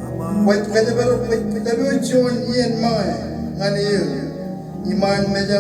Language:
Marshallese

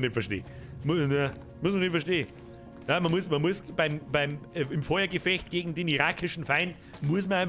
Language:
Bavarian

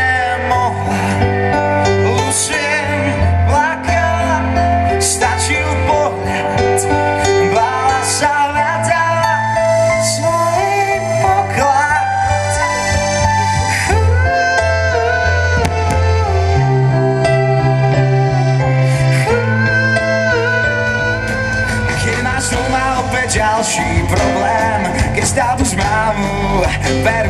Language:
Slovak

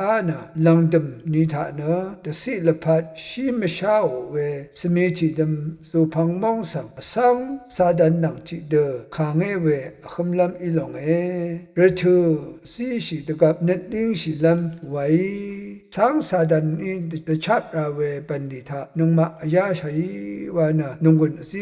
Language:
Rawang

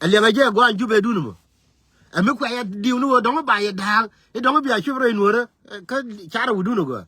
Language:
Nuer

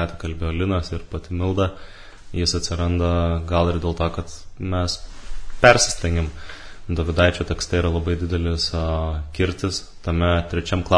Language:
Lithuanian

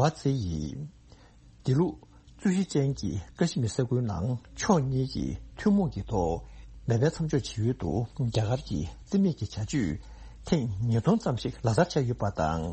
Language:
Tibetan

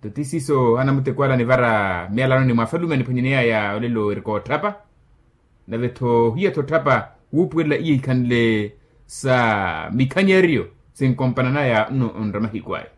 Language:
Makhuwa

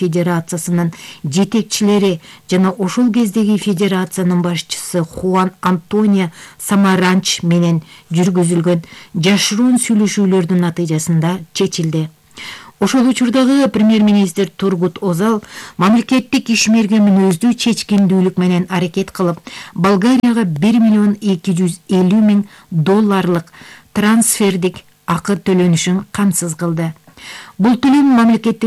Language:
Kyrgyz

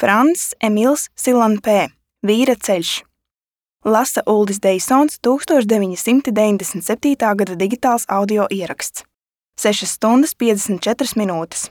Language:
Latvian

